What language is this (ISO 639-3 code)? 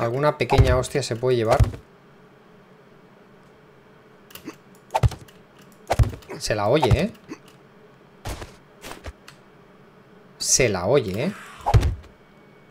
spa